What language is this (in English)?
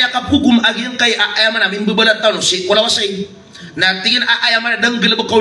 Maranao